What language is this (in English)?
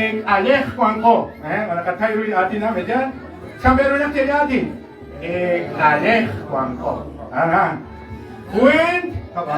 Kekchí